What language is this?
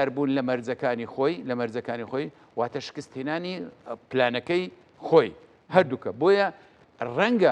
Central Kurdish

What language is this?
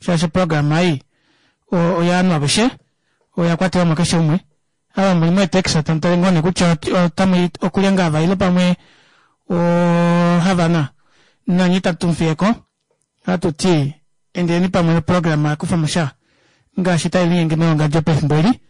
Kuanyama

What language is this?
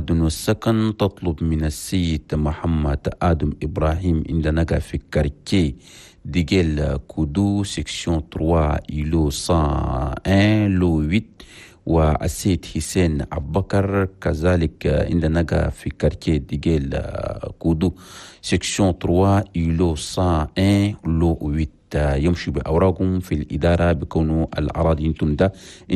Chadian Arabic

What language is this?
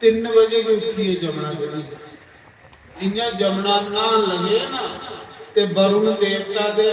Dogri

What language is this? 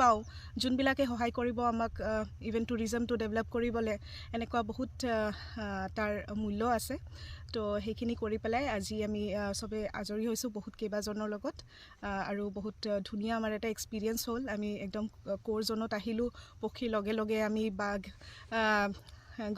Assamese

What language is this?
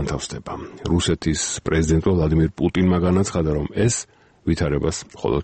Georgian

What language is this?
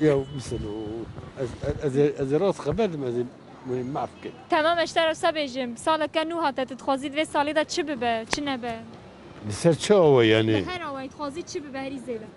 Kurdish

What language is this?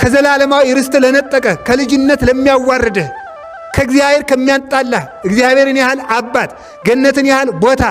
Amharic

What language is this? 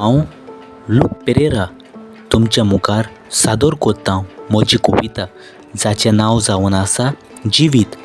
Konkani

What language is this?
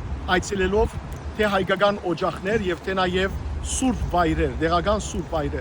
Western Armenian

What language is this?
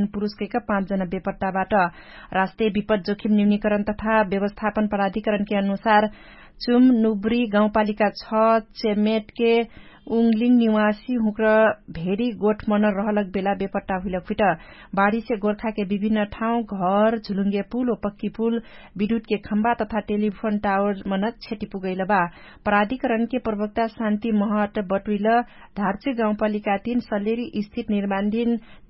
Dangaura Tharu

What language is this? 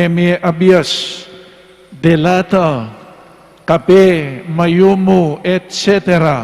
Pampanga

